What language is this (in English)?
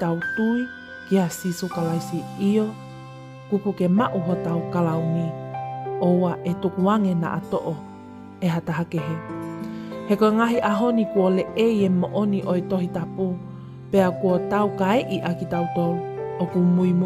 Tongan